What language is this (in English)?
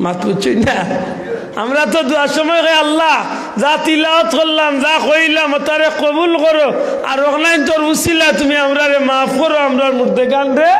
Sylheti